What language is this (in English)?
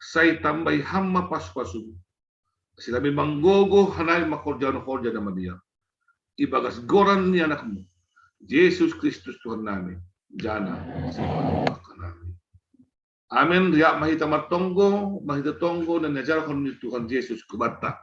Batak Simalungun